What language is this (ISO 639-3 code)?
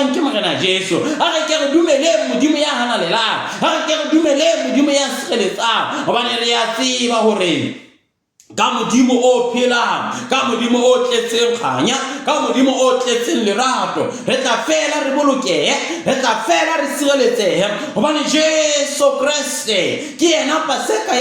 sot